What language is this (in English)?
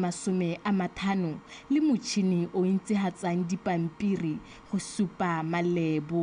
Tswana